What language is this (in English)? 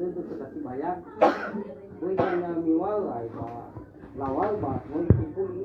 Nias